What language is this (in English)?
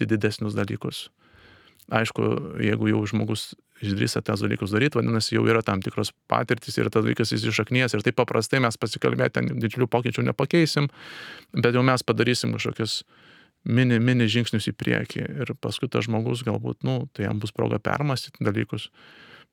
Lithuanian